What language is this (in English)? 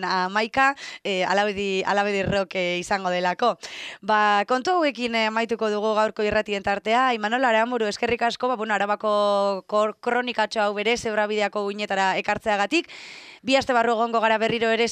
Basque